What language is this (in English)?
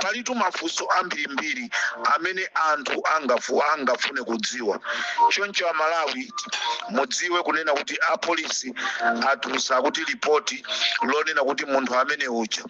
Nyanja